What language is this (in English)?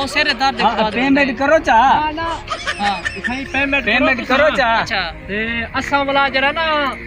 Saraiki